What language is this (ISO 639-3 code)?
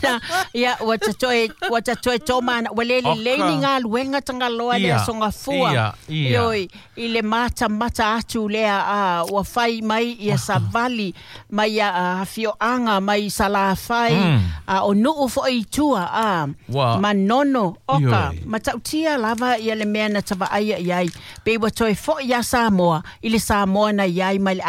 smo